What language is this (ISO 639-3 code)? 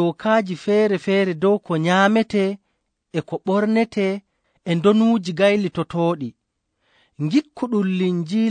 ful